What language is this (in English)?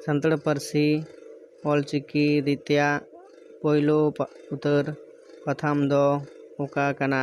Santali